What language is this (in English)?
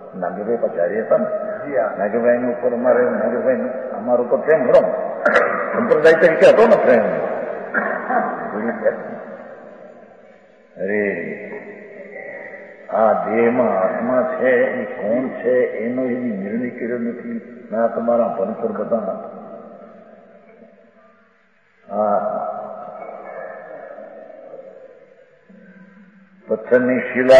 Gujarati